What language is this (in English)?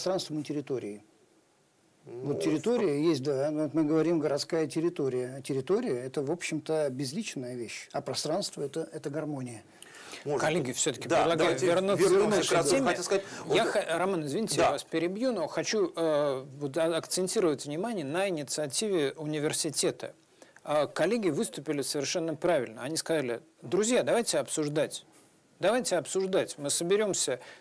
Russian